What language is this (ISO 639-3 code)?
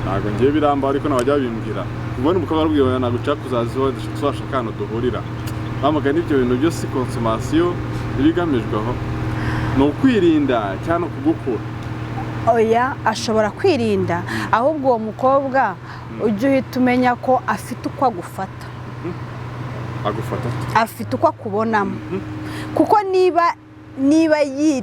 kin